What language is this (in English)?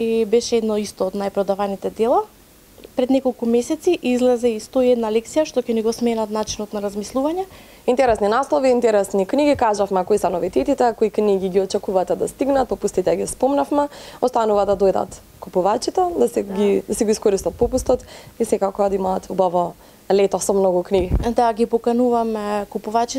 Macedonian